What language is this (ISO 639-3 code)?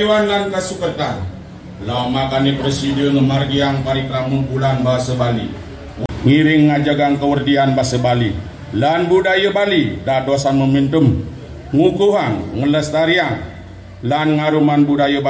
ban